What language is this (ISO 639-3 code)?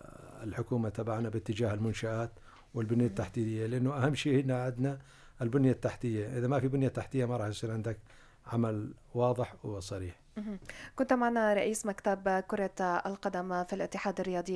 apc